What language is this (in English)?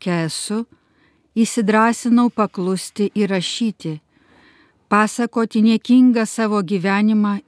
Lithuanian